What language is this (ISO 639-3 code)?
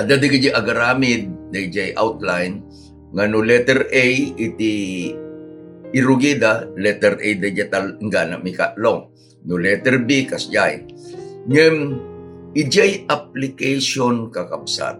ilo